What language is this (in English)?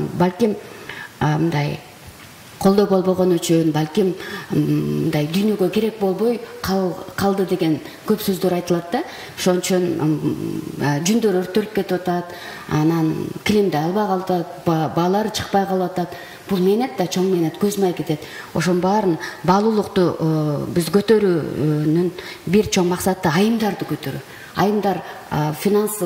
Kyrgyz